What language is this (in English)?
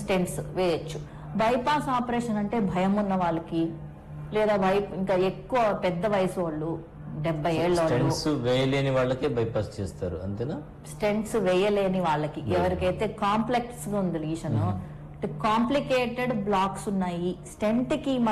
Telugu